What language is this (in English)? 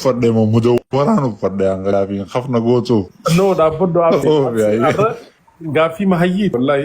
Oromo